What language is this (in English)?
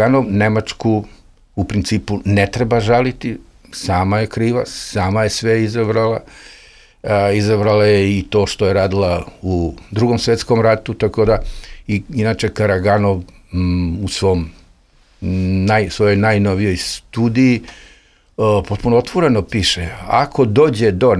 Serbian